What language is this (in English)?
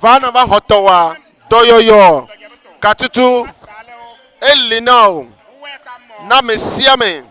Ewe